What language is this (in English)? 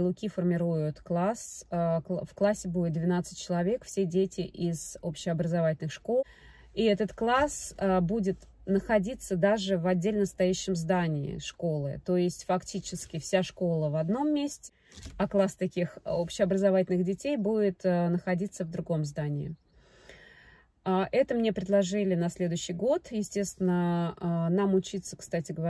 Russian